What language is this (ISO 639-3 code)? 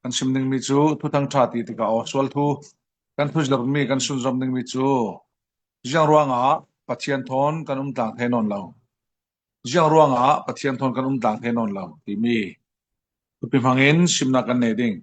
cfm